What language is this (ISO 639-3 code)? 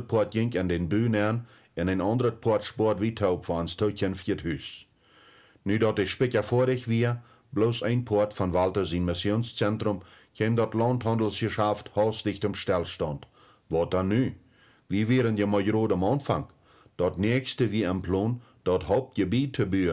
pdt